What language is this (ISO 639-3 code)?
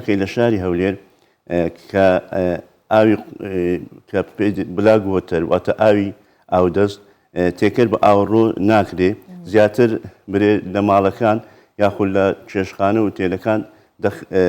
ckb